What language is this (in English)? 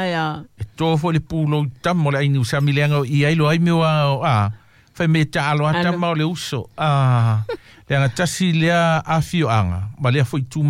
Samoan